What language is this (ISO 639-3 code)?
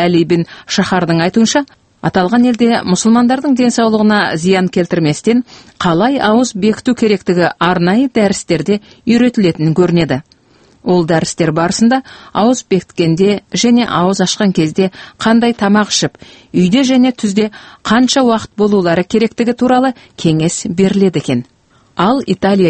kaz